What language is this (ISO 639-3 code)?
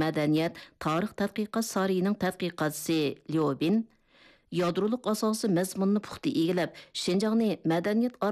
uig